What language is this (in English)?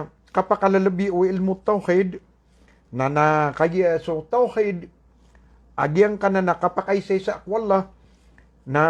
Maranao